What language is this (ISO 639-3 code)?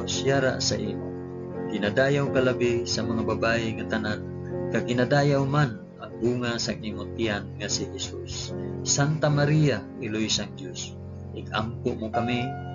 hil